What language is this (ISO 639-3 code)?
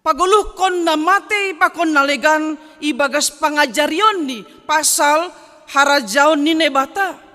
bts